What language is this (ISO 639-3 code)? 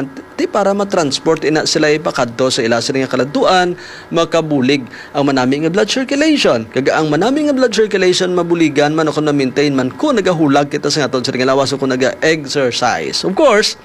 hil